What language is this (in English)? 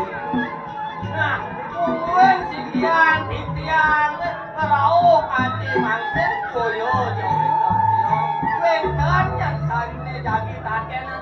Balinese